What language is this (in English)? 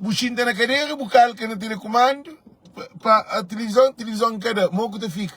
Kabuverdianu